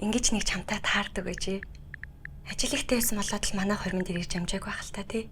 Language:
Mongolian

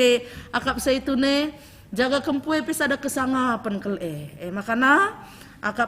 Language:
Batak Karo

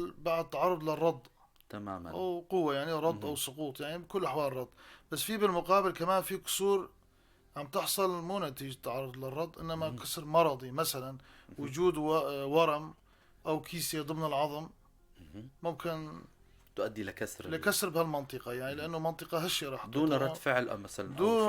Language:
North Levantine Arabic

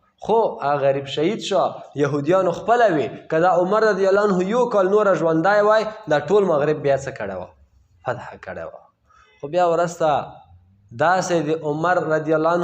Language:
Pashto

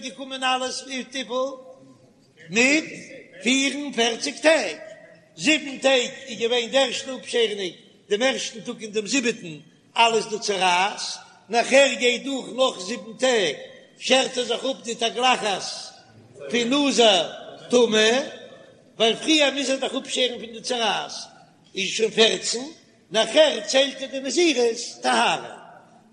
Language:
Yiddish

